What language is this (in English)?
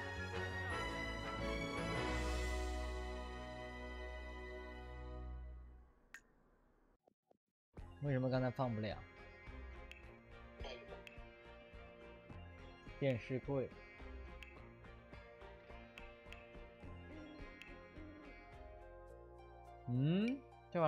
Chinese